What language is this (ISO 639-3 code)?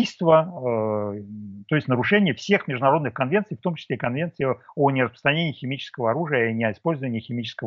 rus